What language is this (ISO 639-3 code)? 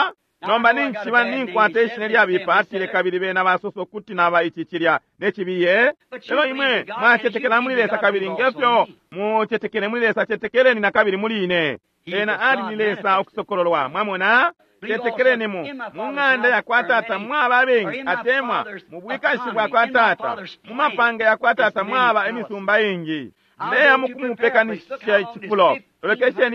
bem